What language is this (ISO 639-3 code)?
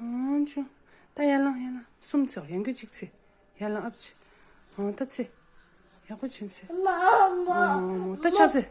bod